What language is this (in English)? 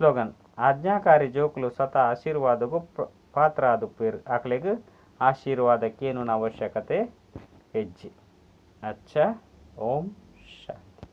Tulu